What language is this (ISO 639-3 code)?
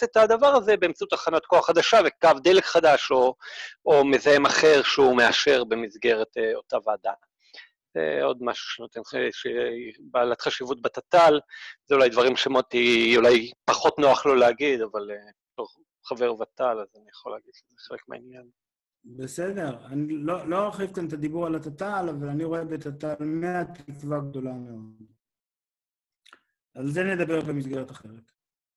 heb